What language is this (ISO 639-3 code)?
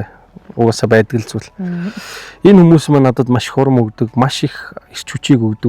mon